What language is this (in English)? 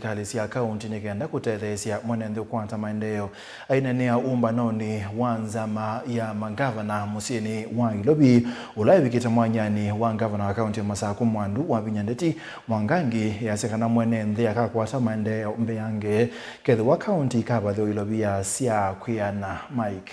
Kamba